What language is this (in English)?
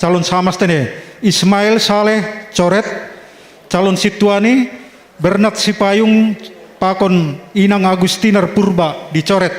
Batak Simalungun